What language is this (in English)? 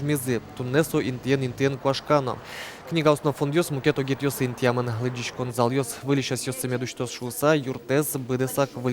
Udmurt